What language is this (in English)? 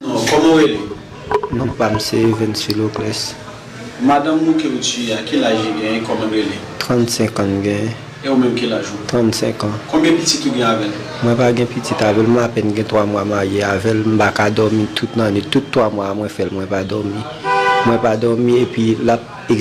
Haitian Creole